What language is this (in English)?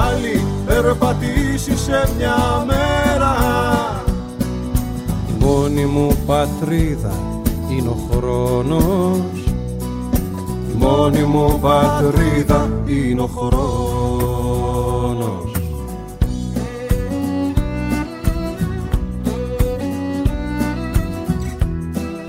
Greek